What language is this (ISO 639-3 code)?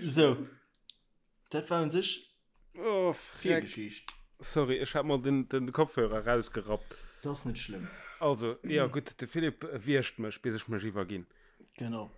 ltz